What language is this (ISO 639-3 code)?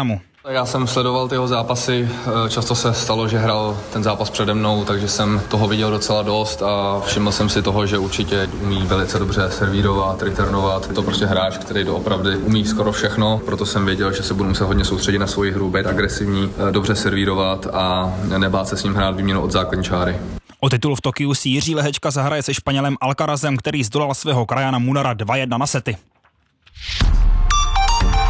ces